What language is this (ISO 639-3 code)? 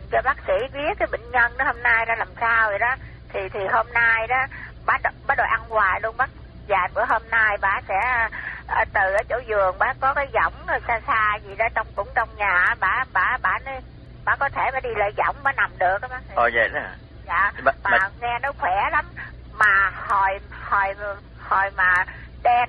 vie